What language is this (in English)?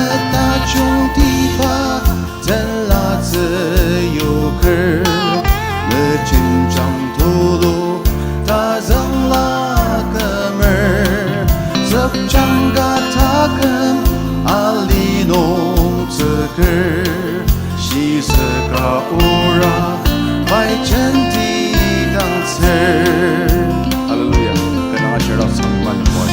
Ao Naga